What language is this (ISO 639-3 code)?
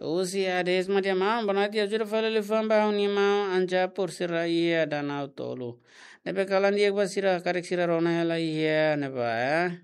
tet